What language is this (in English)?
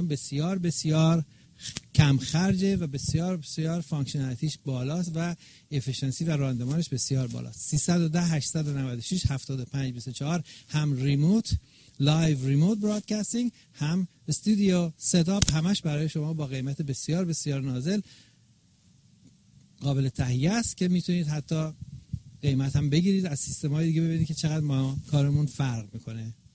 Persian